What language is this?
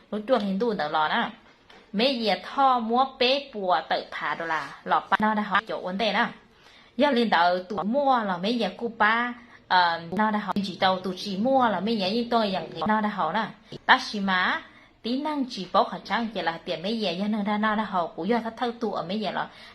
Hmong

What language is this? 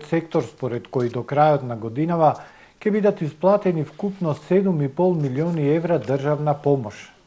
Macedonian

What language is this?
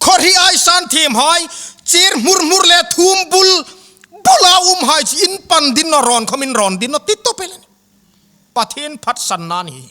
Hmar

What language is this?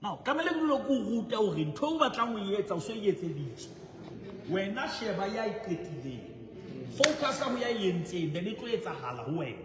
Southern Sotho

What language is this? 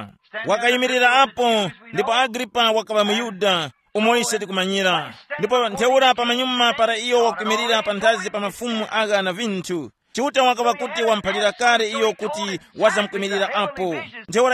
Tumbuka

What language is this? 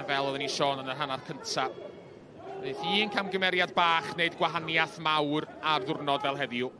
Welsh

